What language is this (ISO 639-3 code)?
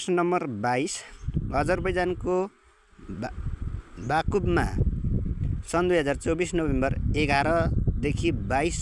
nep